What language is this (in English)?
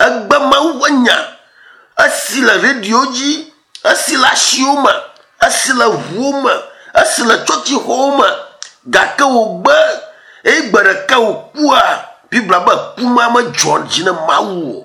Ewe